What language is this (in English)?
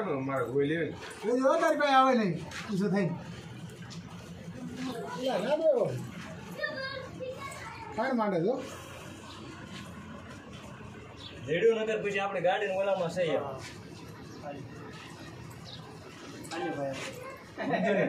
Gujarati